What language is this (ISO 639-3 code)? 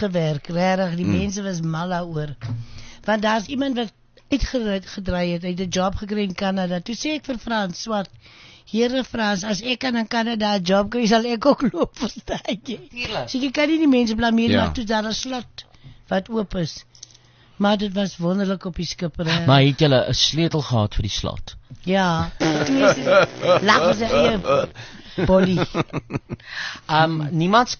afr